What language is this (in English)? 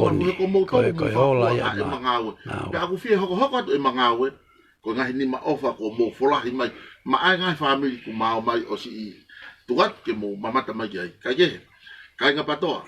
Tongan